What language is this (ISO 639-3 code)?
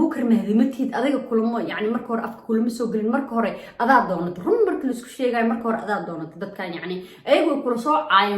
som